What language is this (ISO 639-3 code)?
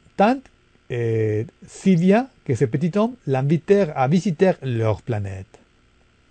fra